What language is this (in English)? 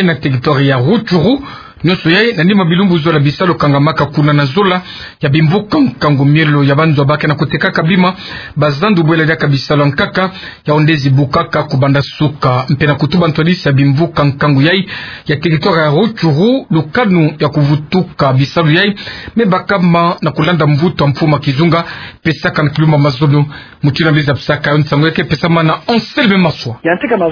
Kituba (Democratic Republic of Congo)